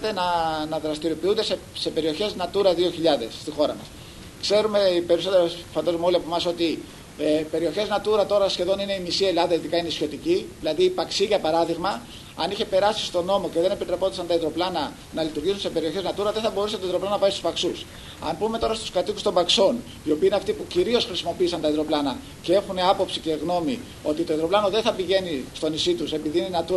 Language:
Greek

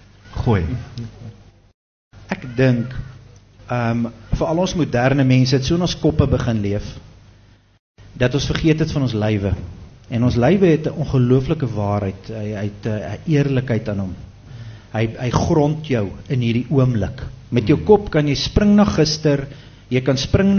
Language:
Afrikaans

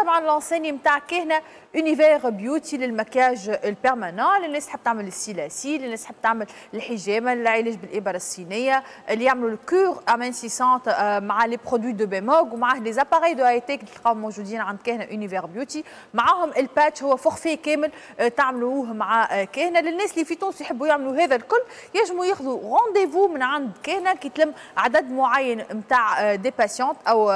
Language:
Tunisian Arabic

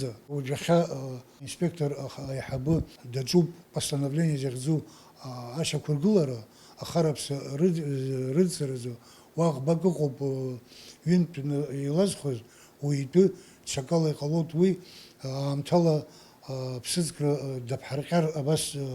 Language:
Abkhazian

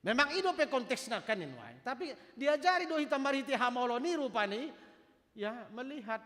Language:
Batak Toba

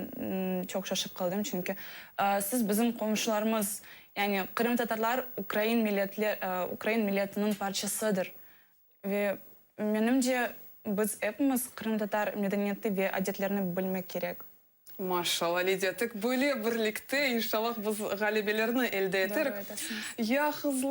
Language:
Crimean Tatar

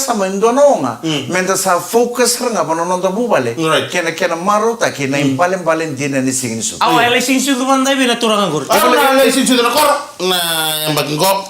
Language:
Fijian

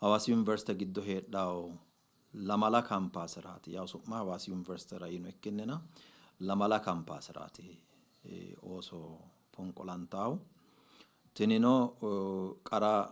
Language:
Sidamo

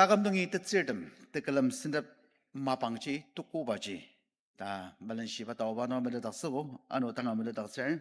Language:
Ao Naga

